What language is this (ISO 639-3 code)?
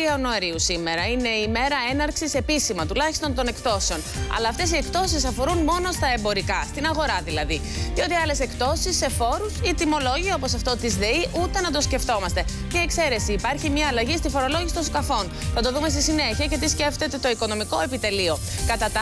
ell